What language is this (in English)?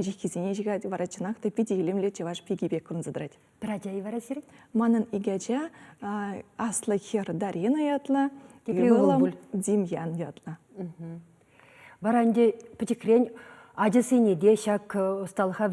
Chuvash